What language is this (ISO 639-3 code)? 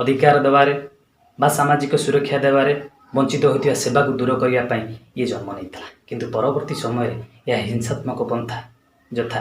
ori